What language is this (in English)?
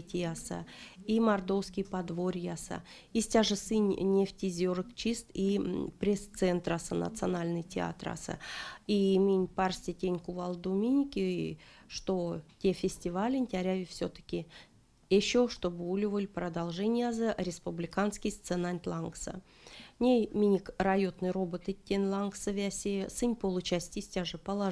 Erzya